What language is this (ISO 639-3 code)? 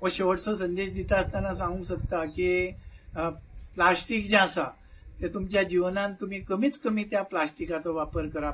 kok